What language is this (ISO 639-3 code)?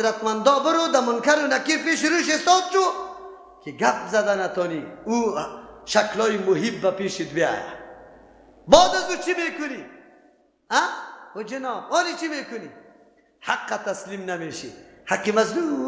fas